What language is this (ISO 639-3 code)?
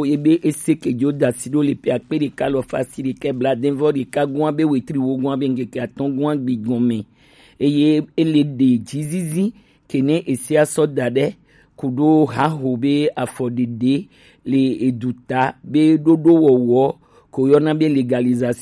gej